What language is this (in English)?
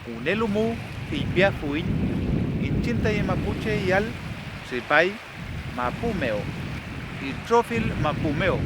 Mapuche